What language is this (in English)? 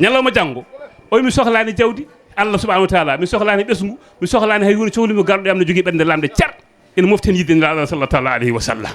Fula